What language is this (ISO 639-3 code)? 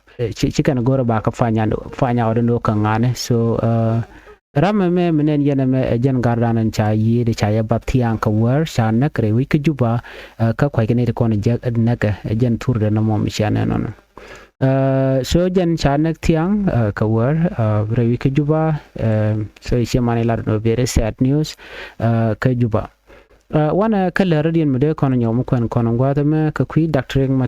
nus